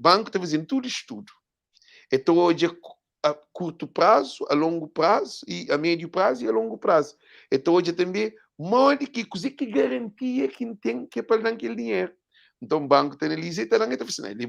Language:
Kabuverdianu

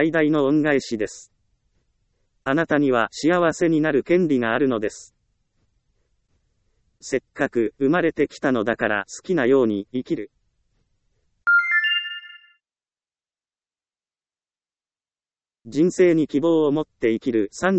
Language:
Japanese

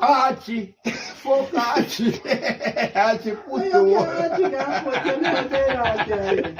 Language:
Jamaican Creole English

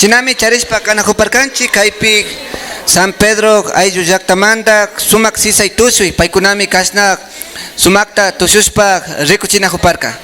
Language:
Imbabura Highland Quichua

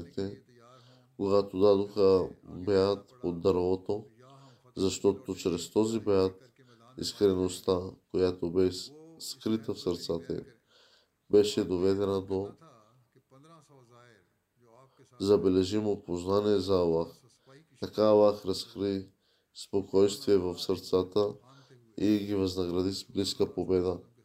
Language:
Bulgarian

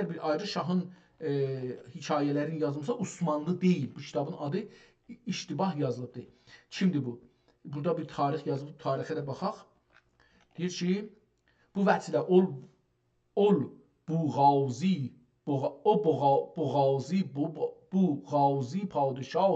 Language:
South Azerbaijani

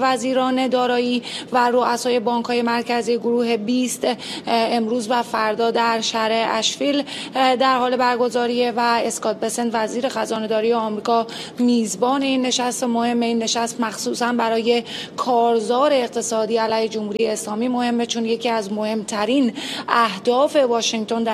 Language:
Persian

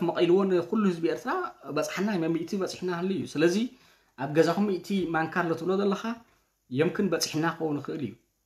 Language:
Tigrinya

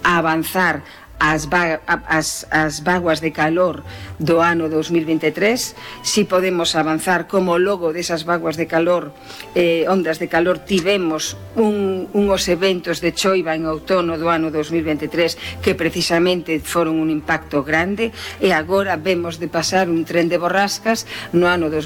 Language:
Galician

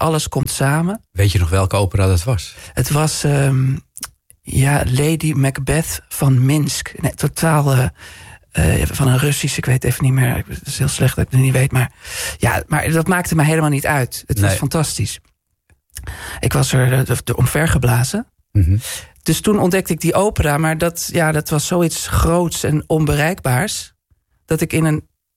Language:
Dutch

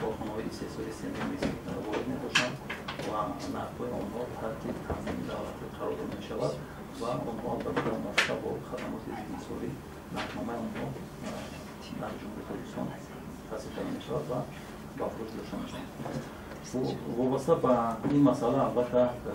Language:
Tajik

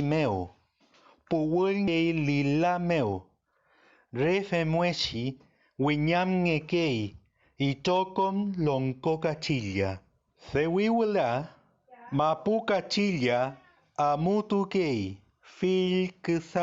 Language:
Mapuche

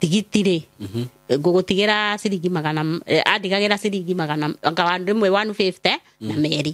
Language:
Kikuyu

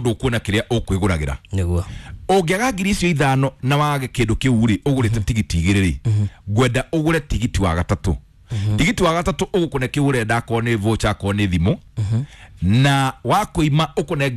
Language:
Kikuyu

